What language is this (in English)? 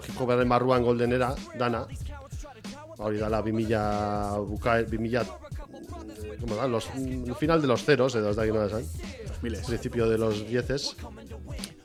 Basque